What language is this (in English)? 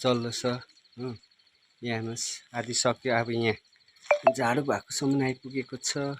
Nepali